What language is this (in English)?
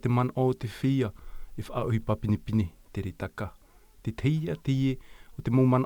Tahitian